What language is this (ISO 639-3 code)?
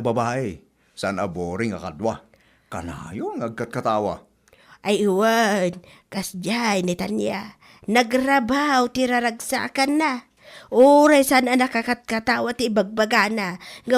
ilo